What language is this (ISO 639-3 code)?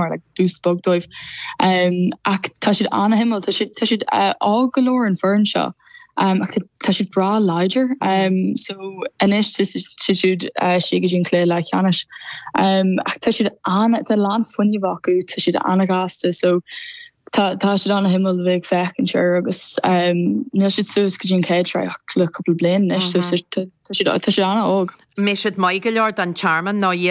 gle